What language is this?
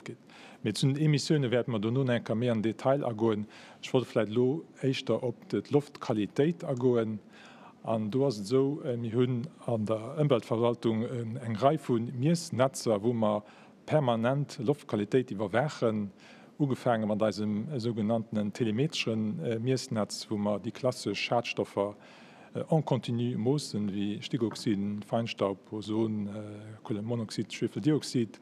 Luxembourgish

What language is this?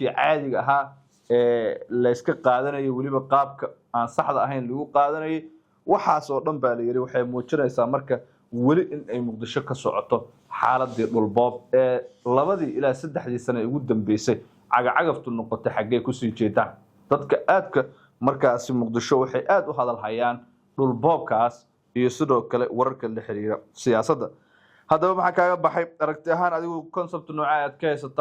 Somali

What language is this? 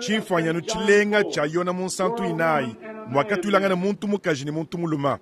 Luba-Lulua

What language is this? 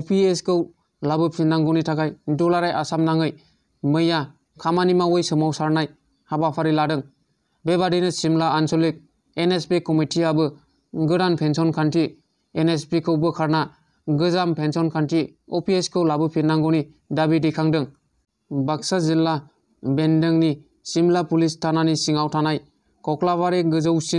Bodo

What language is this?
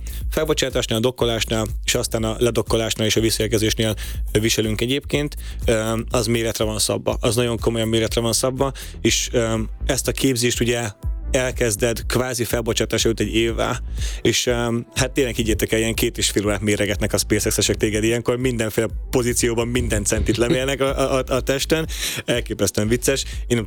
Hungarian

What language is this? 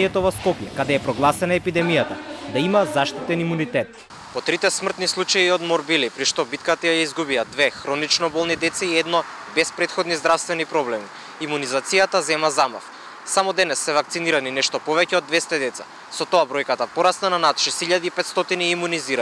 Macedonian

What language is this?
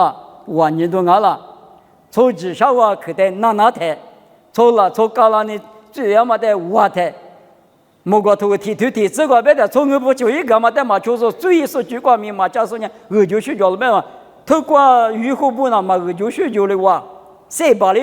Lisu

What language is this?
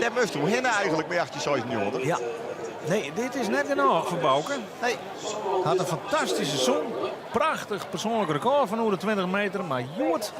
Western Frisian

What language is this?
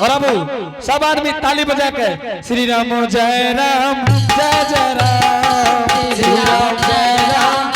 Angika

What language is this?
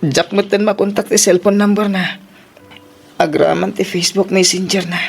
Iloko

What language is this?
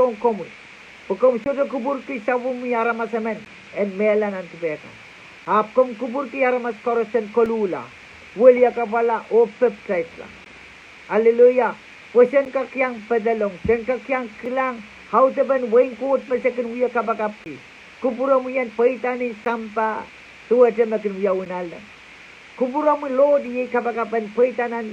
Pohnpeian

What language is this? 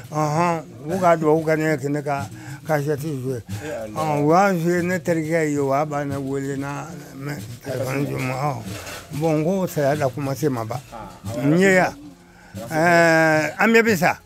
Bambara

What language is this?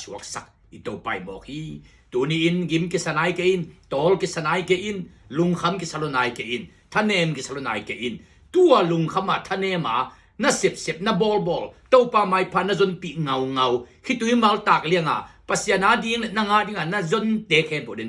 Tedim Chin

